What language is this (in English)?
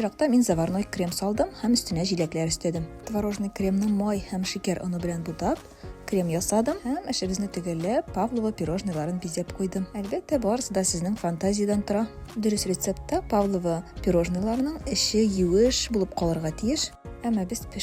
Tatar